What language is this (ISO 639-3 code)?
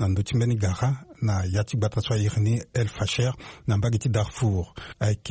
sag